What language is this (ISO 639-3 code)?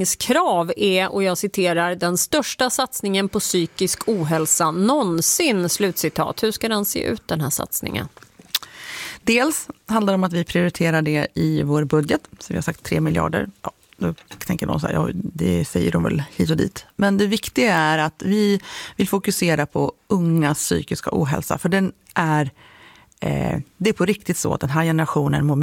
swe